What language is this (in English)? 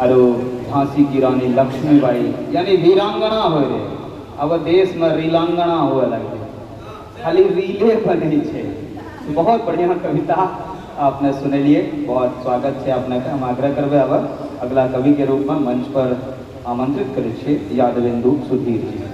Angika